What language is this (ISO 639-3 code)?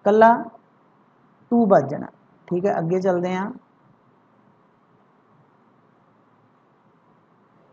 pan